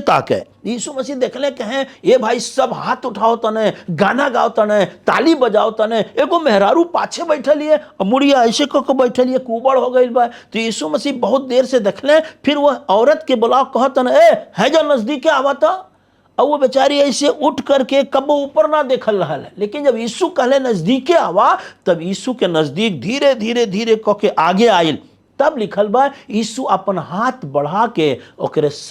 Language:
Bhojpuri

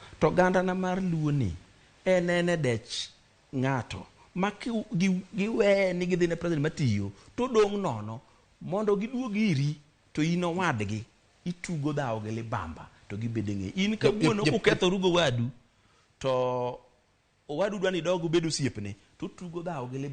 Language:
Luo (Kenya and Tanzania)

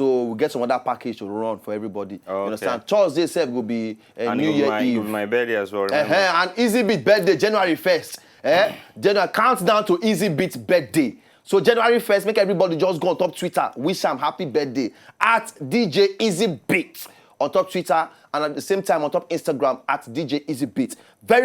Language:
Nigerian Pidgin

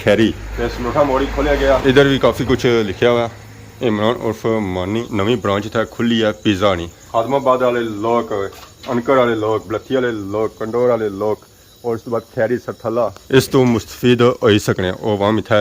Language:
Pahari-Potwari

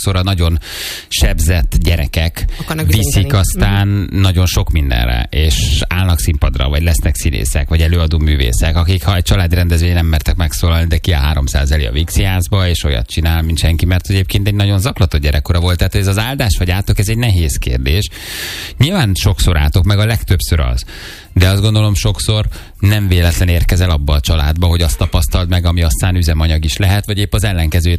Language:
Hungarian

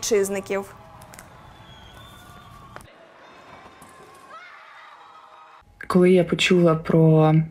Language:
Ukrainian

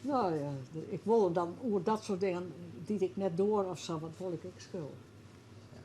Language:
Western Frisian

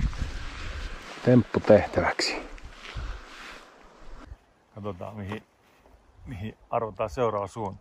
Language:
Finnish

